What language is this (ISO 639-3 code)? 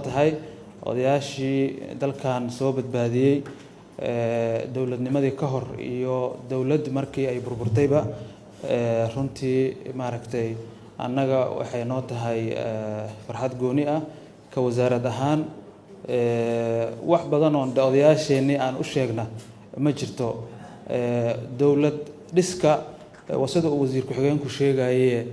som